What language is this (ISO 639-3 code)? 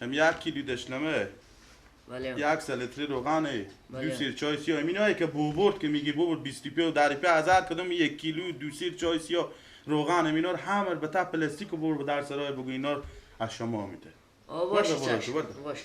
fas